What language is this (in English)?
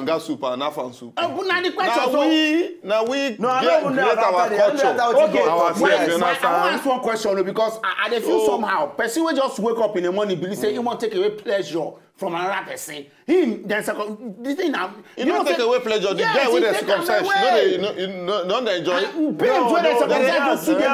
Nigerian Pidgin